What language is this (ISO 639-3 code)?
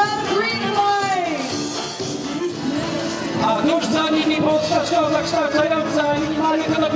pol